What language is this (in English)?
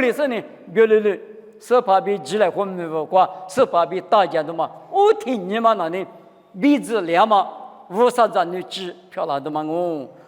Lisu